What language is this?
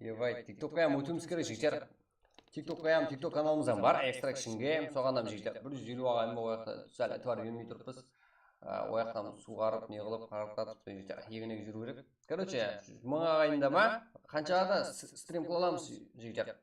Kara-Kalpak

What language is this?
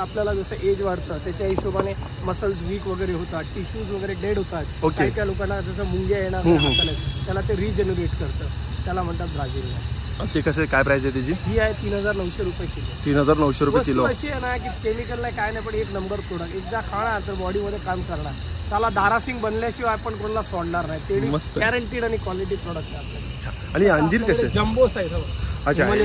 Marathi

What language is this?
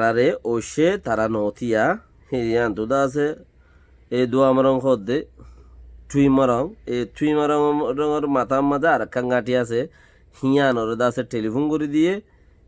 Rohingya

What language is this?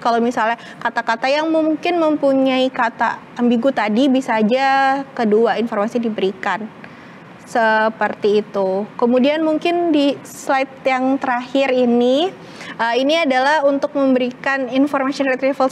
Indonesian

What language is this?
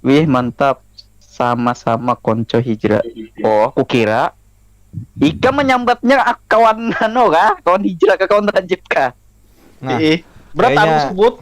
Banjar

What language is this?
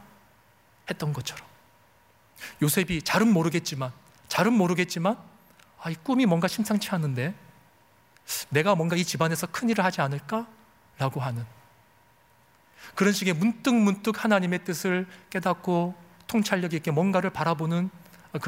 Korean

